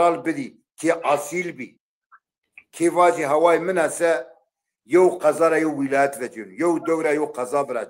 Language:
Zaza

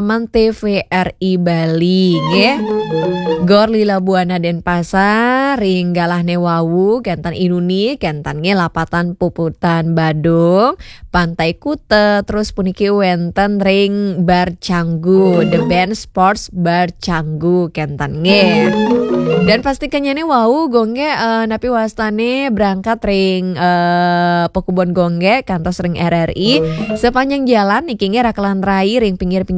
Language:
Balinese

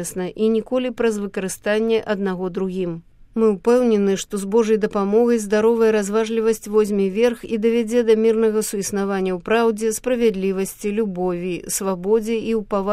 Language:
Belarusian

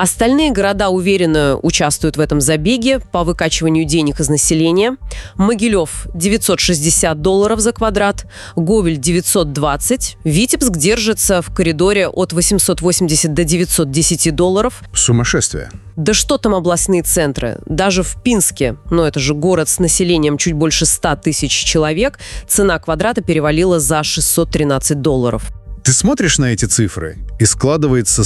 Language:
Russian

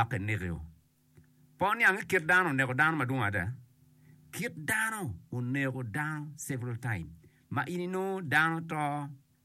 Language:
Acoli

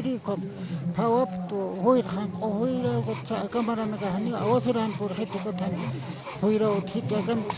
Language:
Aymara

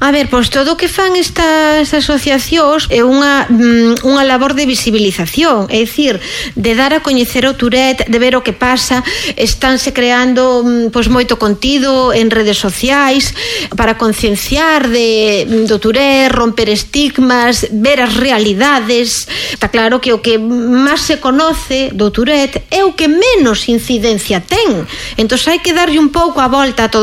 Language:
Galician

